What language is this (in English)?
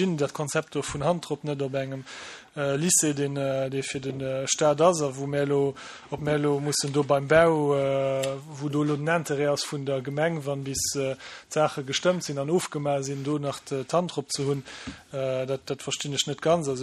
Luxembourgish